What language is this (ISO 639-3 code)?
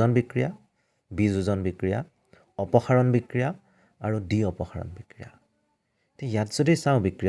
asm